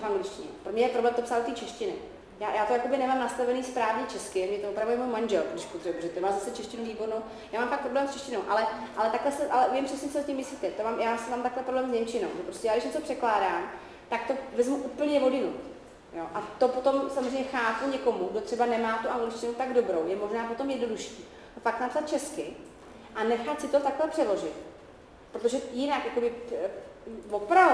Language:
Czech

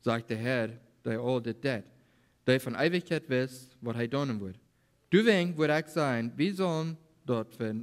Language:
Plautdietsch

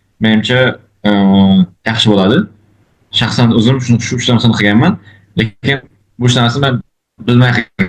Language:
Uzbek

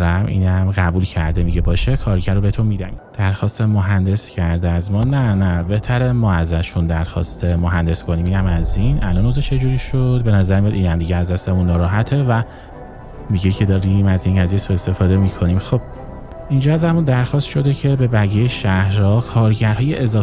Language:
Persian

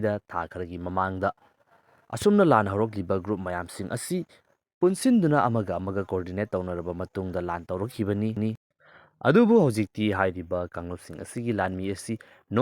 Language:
Manipuri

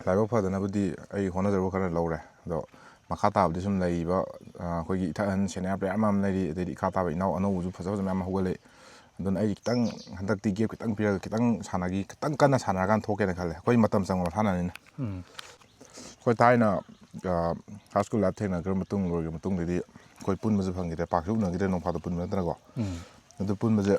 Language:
Manipuri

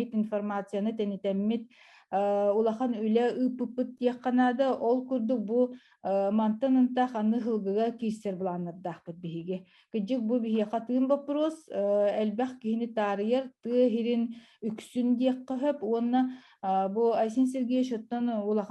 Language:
Yakut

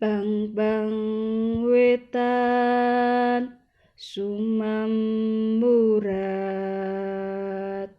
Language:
Javanese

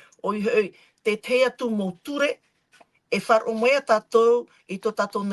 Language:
Tahitian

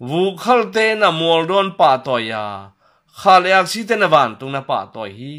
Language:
Tedim Chin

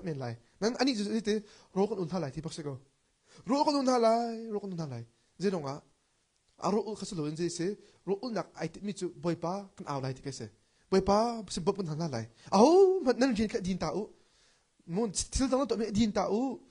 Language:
Hakha Chin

